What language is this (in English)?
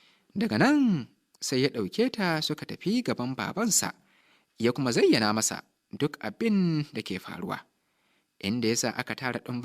Hausa